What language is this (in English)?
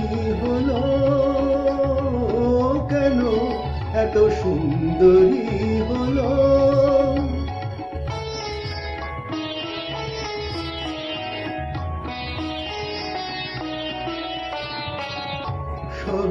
Bangla